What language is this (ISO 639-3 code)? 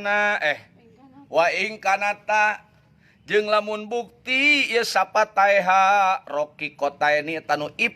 sun